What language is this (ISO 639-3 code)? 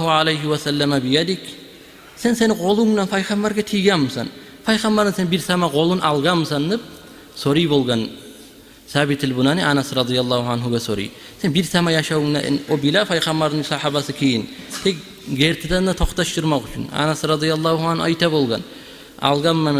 kum